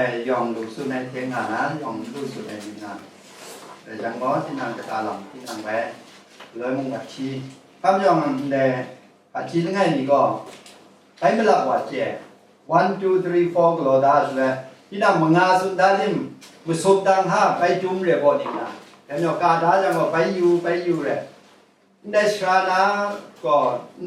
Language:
Kachin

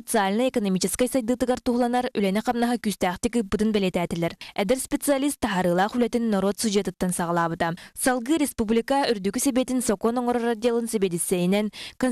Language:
Yakut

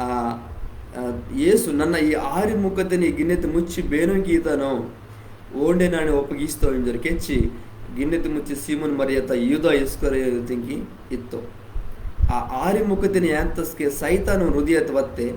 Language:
Koya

